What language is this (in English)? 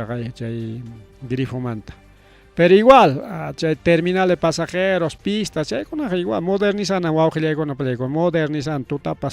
Ayacucho Quechua